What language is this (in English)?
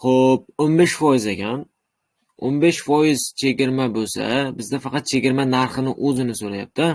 Uzbek